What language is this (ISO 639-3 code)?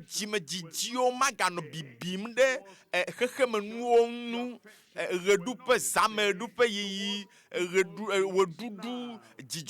ewe